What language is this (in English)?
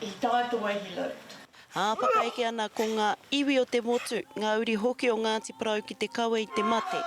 Māori